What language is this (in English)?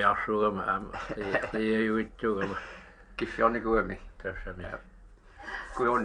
Kalaallisut